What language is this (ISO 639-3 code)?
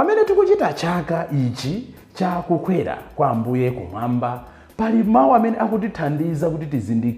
nya